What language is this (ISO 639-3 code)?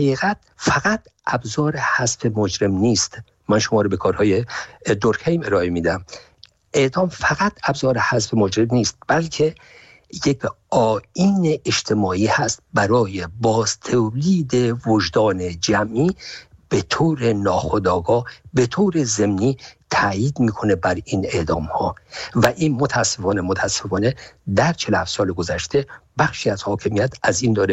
fas